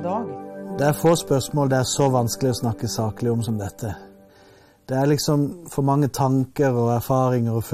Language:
Norwegian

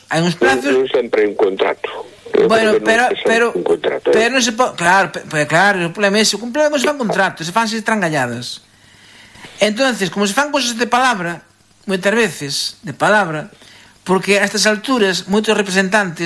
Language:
Galician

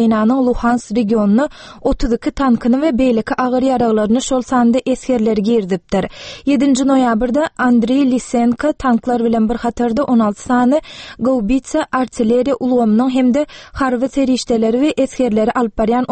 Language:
Turkmen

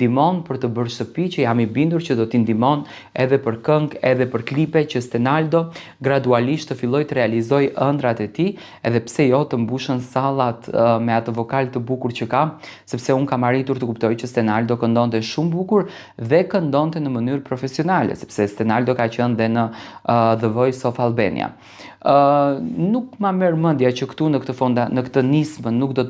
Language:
Albanian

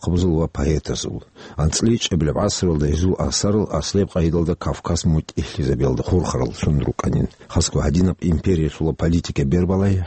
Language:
Avaric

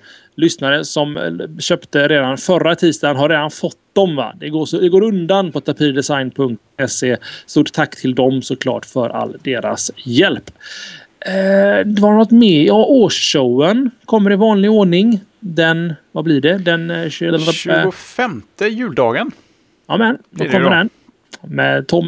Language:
Swedish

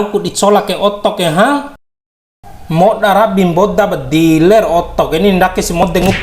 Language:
Bima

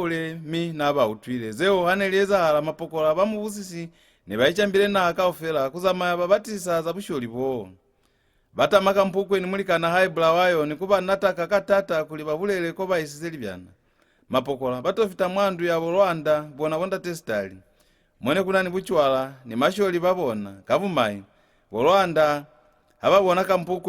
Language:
Lozi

